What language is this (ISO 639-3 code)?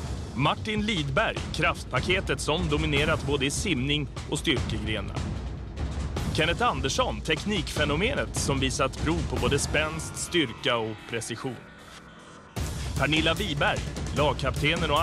swe